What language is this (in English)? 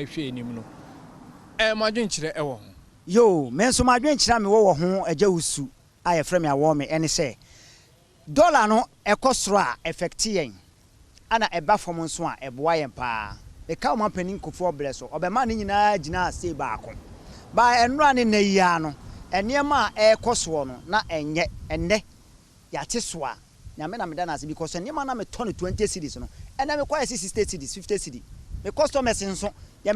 Akan